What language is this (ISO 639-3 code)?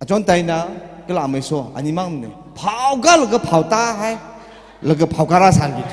nmf